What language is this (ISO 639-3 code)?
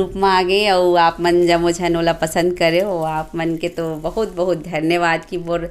hne